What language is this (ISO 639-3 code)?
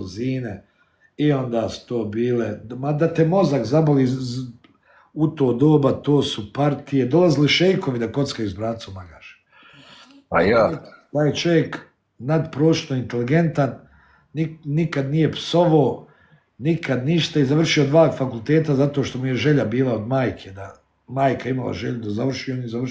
bos